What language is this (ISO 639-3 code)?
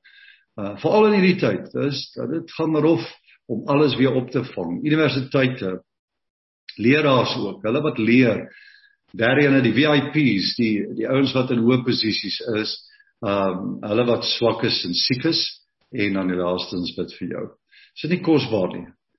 afr